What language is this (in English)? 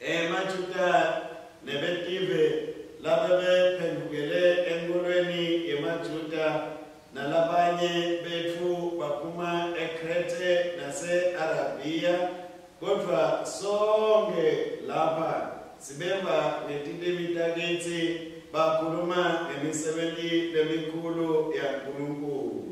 Swati